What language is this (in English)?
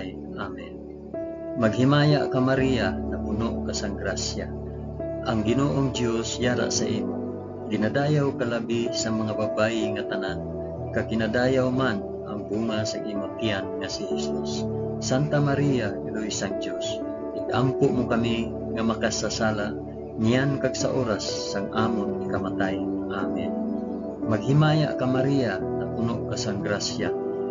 Hiligaynon